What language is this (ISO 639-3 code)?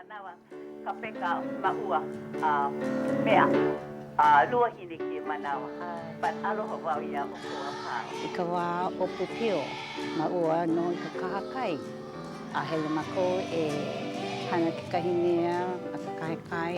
haw